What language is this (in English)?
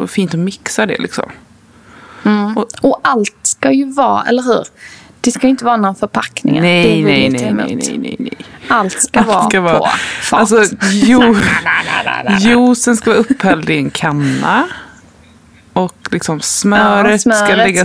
Swedish